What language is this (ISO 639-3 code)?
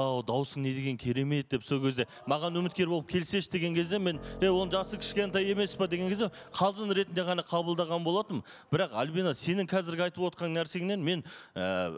kaz